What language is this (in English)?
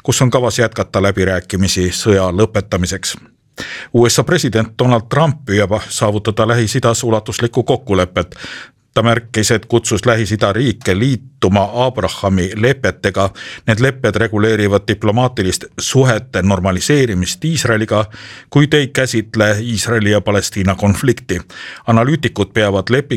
Estonian